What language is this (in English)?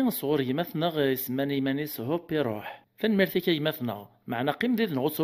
Kabyle